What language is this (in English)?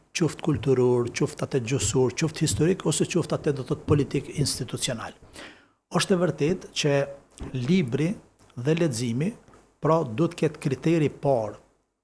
Albanian